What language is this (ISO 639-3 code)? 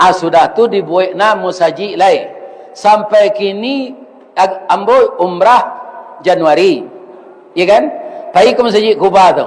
min